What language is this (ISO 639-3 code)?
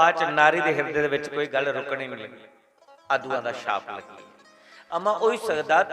doi